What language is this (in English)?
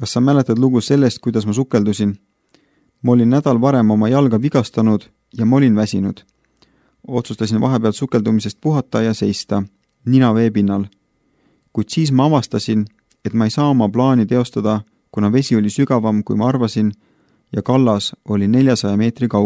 Estonian